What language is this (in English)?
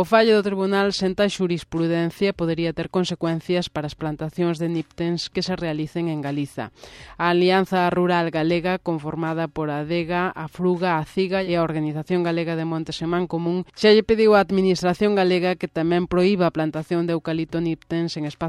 Galician